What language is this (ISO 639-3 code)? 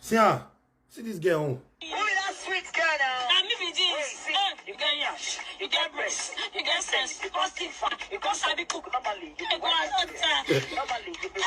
pcm